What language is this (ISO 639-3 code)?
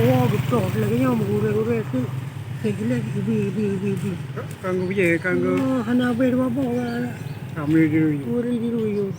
ace